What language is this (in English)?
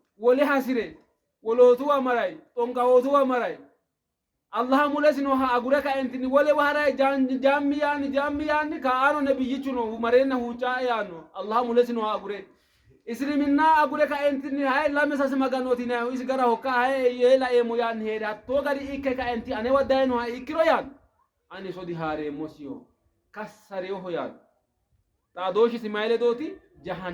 Sidamo